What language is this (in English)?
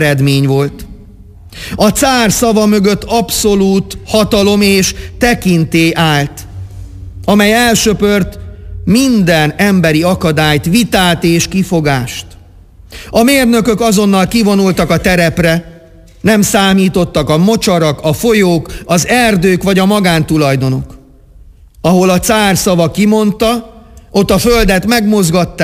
Hungarian